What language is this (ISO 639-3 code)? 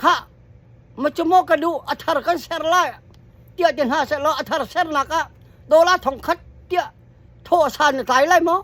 cnh